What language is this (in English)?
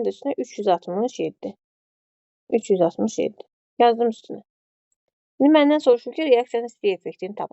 Azerbaijani